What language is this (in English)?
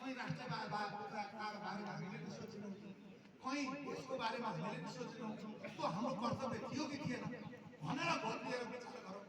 Nepali